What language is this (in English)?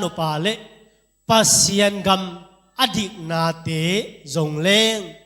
Tedim Chin